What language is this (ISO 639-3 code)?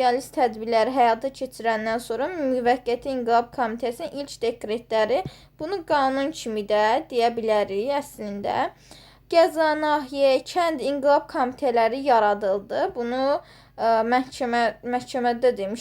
aze